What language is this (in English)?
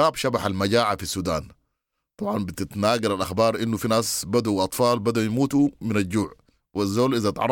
Sudanese Arabic